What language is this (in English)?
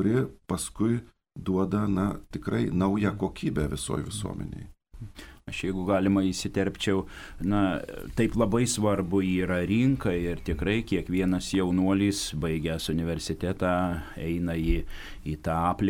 Lithuanian